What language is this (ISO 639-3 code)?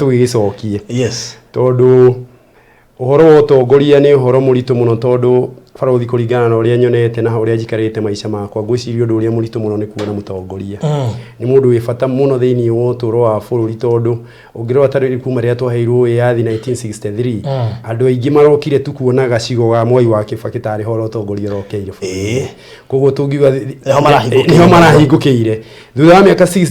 kik